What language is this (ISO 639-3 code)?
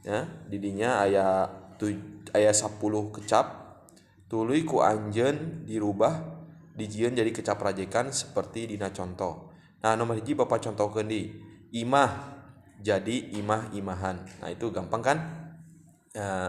sun